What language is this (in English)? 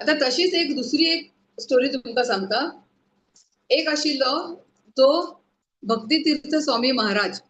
Konkani